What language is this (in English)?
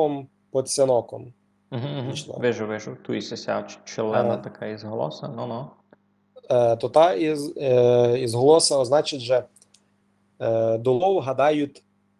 Rusyn